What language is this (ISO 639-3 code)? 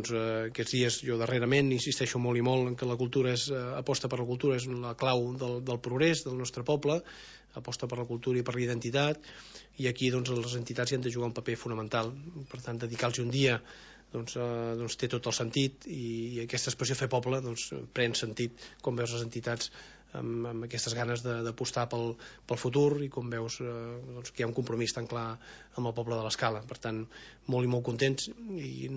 cat